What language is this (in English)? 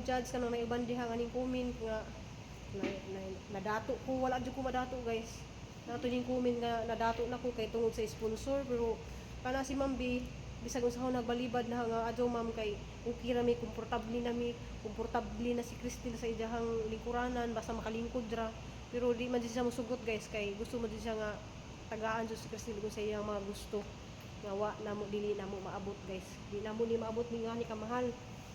Cebuano